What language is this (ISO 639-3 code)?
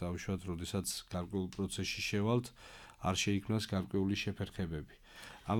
kat